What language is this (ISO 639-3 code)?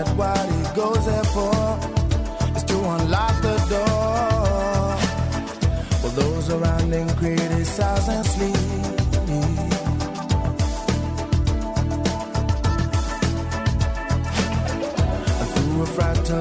est